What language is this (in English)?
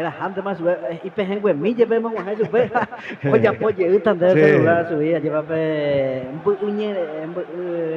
Guarani